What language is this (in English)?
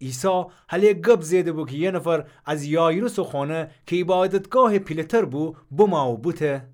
Gilaki